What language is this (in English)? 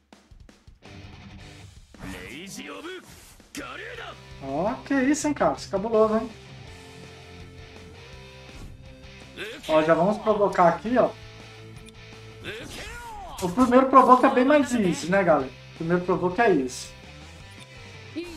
Portuguese